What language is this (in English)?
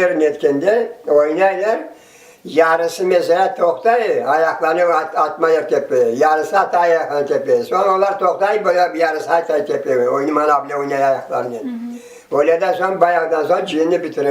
Crimean Tatar